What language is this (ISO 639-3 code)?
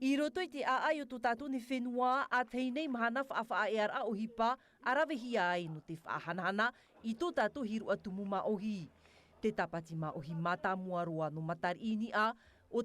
tah